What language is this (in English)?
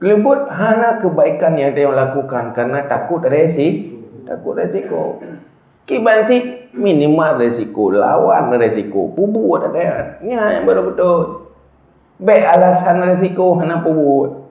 Achinese